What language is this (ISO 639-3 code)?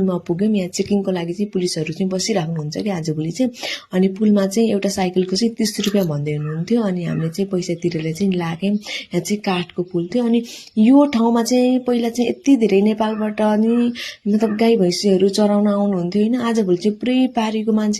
nep